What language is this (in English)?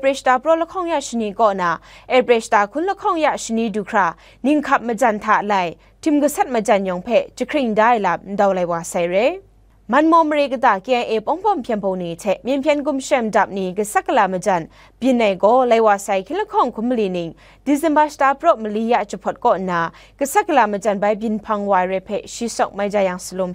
Kachin